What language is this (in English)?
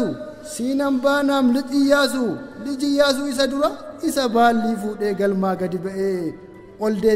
Oromo